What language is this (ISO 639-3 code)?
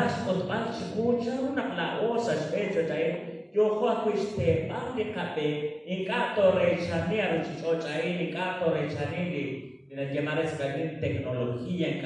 kek